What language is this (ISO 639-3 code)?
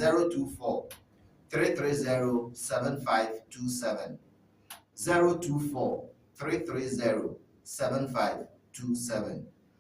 ewe